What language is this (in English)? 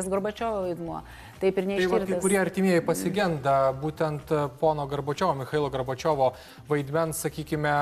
Lithuanian